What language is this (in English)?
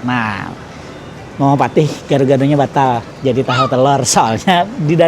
Banjar